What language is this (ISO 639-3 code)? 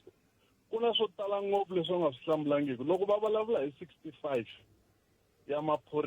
tso